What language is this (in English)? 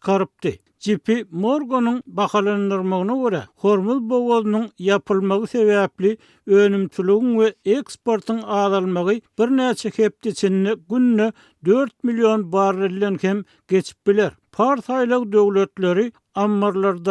Turkmen